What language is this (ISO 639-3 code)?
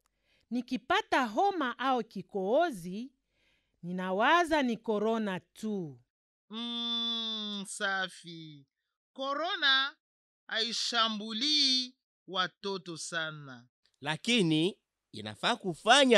swa